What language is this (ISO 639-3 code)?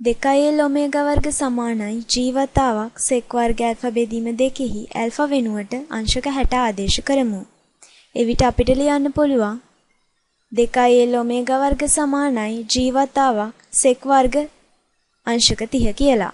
sin